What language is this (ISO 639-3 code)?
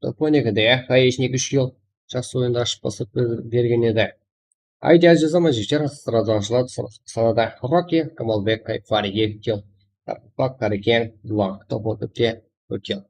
kaa